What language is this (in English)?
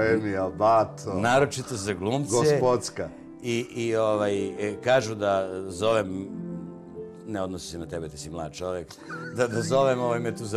Serbian